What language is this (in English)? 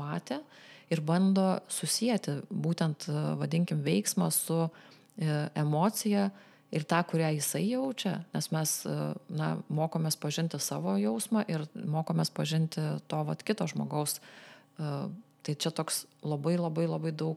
Lithuanian